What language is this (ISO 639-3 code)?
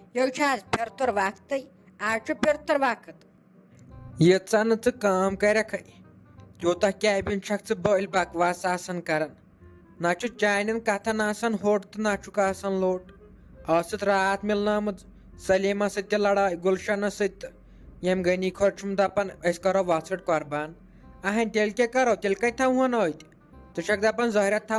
kas